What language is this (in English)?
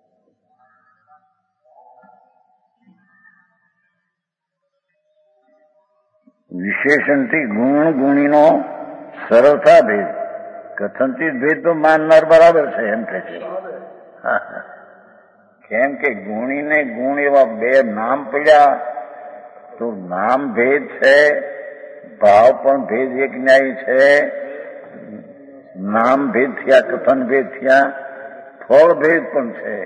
Gujarati